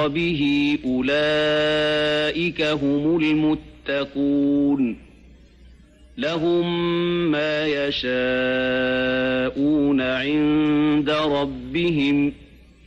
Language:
Arabic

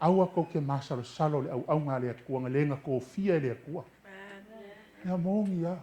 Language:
Samoan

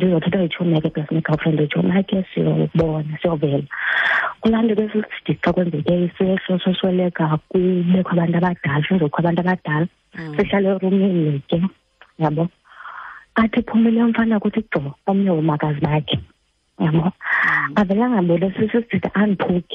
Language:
Xhosa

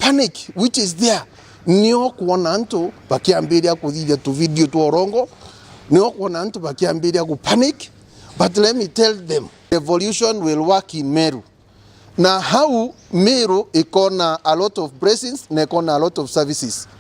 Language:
Meru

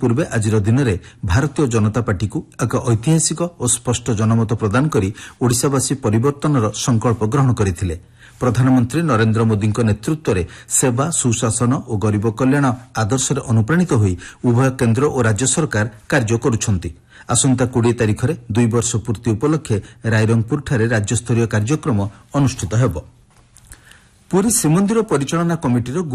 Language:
Odia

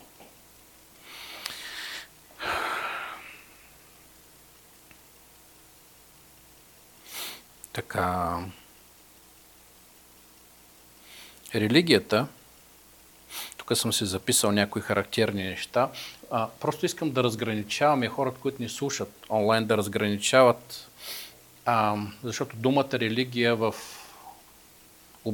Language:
Bulgarian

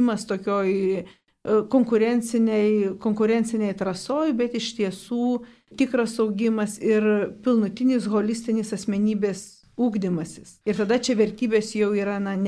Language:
Lithuanian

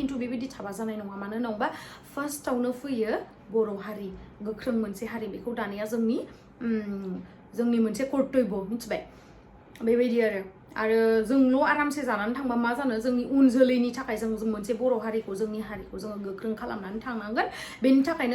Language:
Bodo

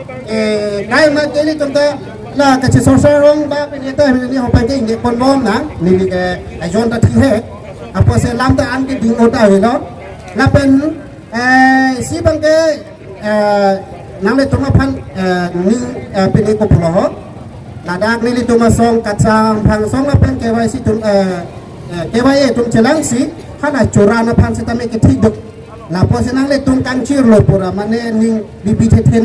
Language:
Karbi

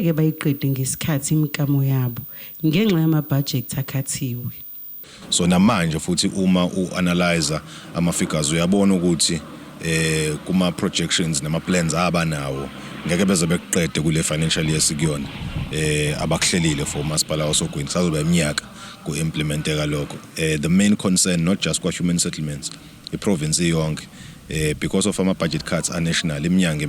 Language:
Zulu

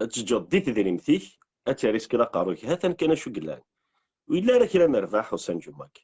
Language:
Kabyle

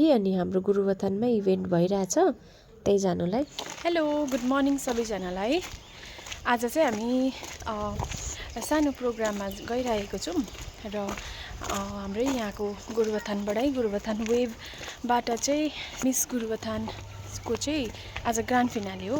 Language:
Nepali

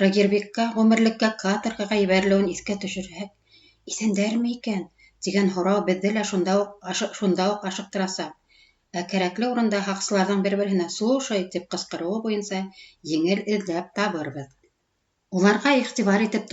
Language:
Bashkir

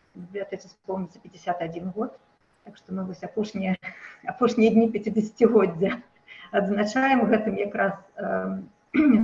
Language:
Belarusian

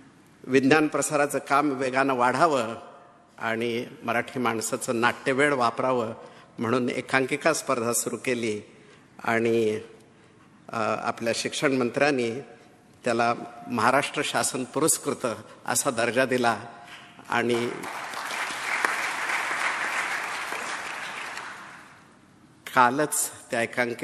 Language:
Marathi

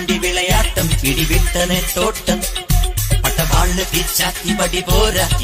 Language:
Malayalam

